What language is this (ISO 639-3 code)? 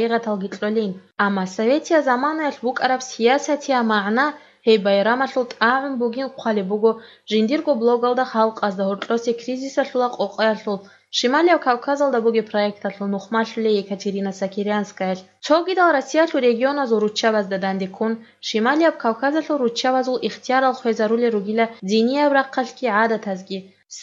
ava